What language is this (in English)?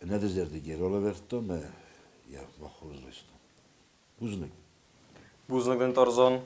Ossetic